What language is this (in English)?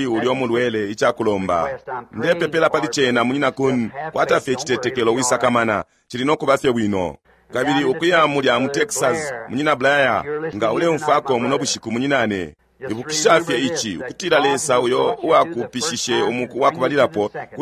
Bemba